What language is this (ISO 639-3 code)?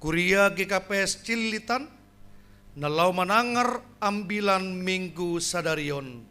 bts